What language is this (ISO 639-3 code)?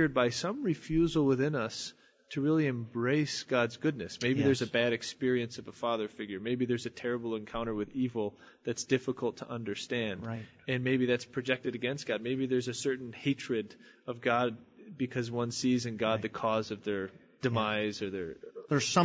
eng